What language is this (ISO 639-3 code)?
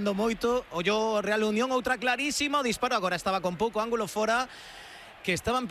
glg